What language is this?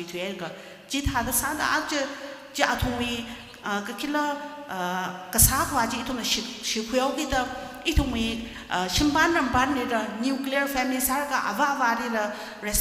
Tangkhul Naga (India)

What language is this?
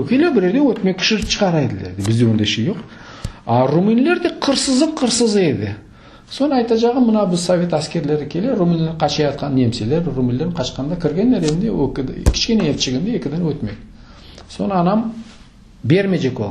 Crimean Tatar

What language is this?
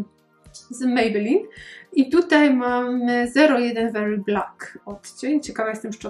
Polish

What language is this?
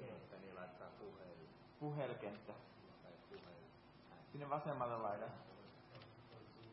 Finnish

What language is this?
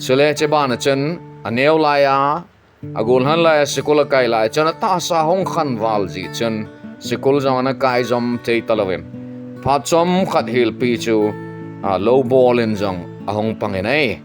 Thado Chin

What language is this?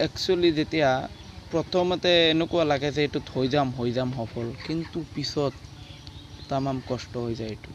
Assamese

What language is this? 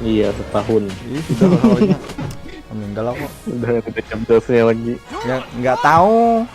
Banjar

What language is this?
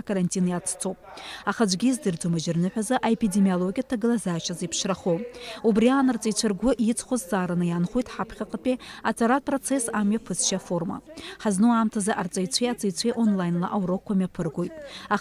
Abkhazian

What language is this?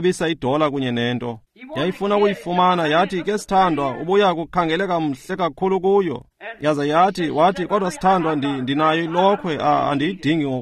Xhosa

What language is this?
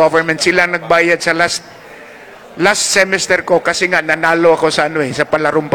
Filipino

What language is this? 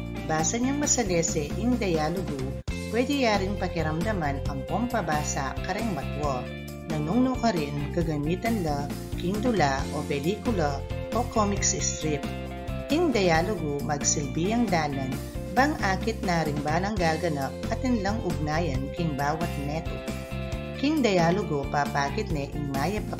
Pampanga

